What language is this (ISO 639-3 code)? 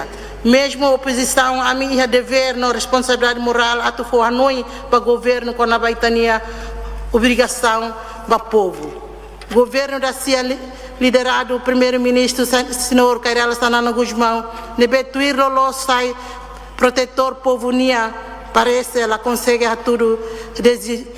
tet